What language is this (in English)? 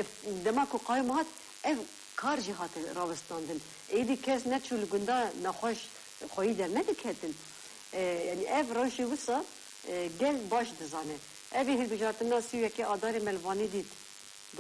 Kurdish